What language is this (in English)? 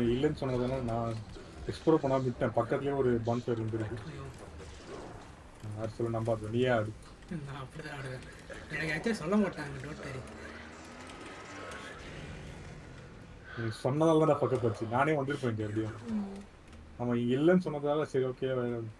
Tamil